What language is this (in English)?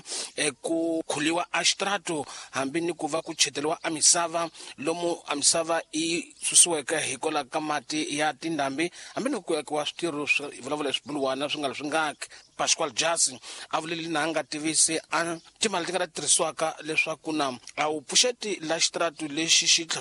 Tsonga